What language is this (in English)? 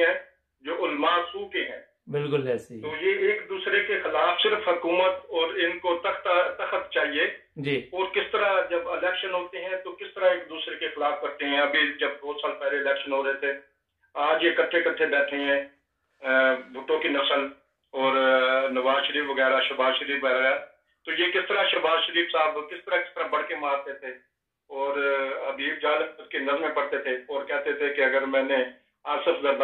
Urdu